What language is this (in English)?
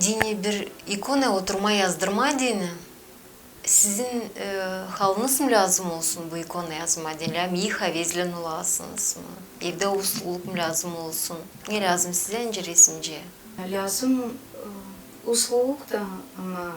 Gagauz